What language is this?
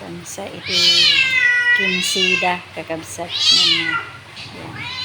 Iloko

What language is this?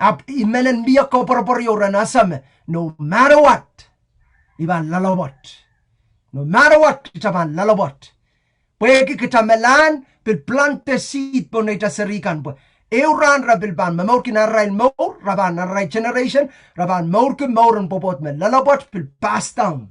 Pohnpeian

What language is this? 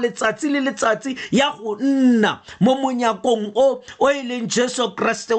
Tswana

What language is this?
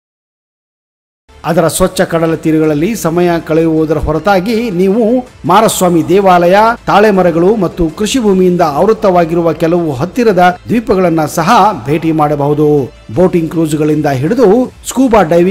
Kannada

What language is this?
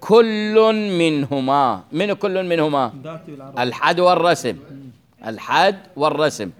Mesopotamian Arabic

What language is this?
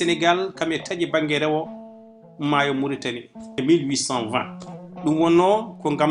Fula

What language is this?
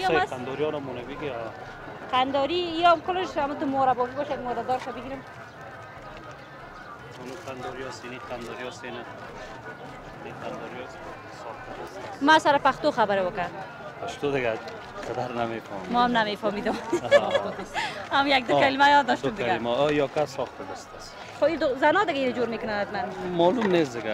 Persian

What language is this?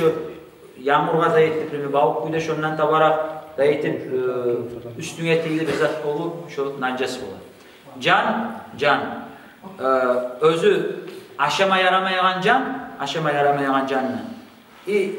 Kumyk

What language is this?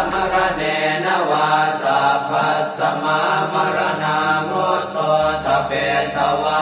Pali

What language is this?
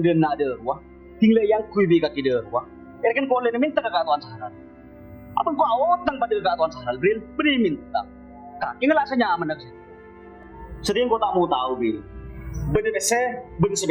Madurese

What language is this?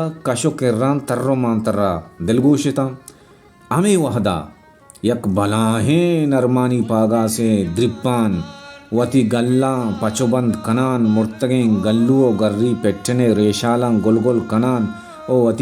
Baluchi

